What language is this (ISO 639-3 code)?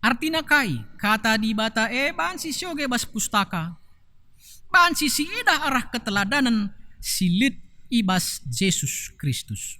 btx